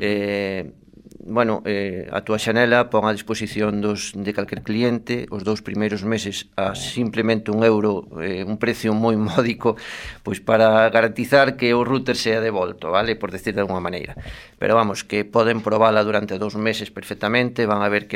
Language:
Galician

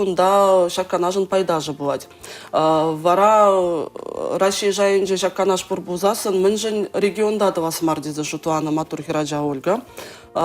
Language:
Chuvash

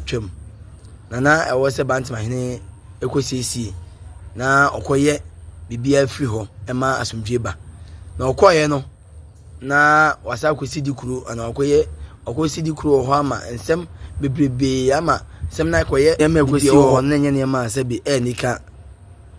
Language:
Akan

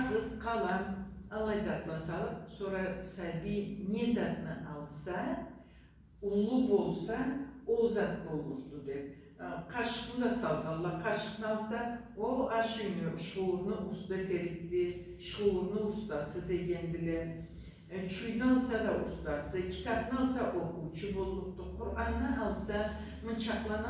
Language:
Karachay-Balkar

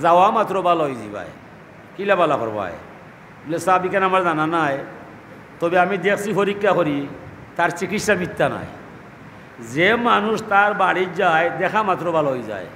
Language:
Sylheti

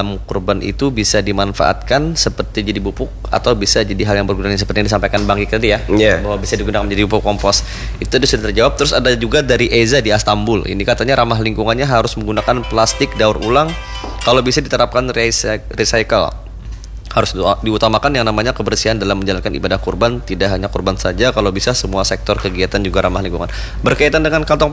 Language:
Indonesian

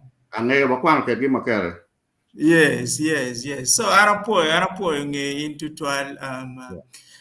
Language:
Acoli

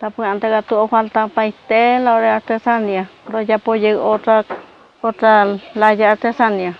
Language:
Guarani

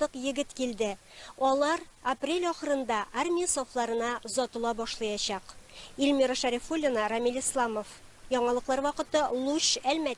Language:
Tatar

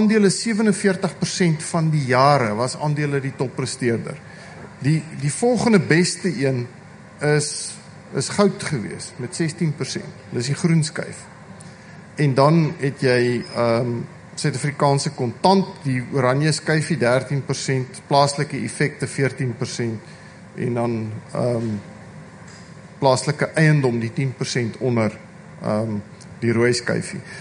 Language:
Afrikaans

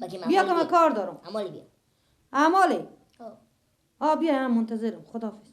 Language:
Persian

